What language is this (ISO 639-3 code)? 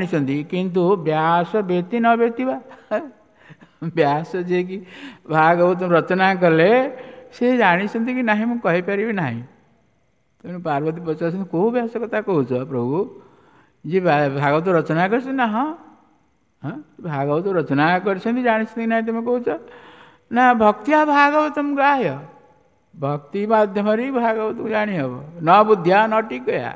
ori